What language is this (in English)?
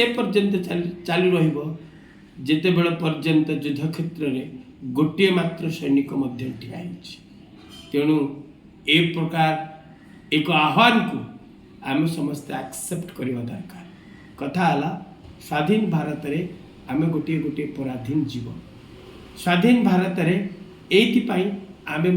Odia